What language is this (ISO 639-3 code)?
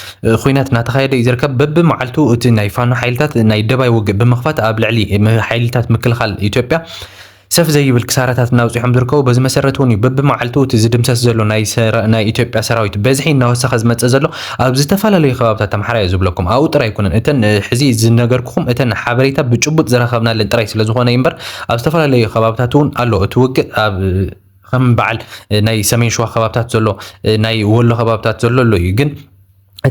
tir